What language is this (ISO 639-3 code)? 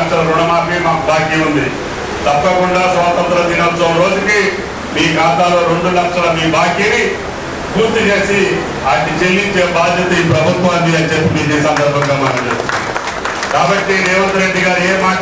tel